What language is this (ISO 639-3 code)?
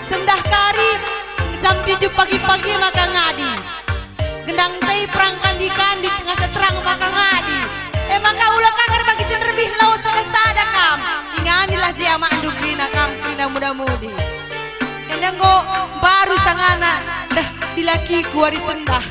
btx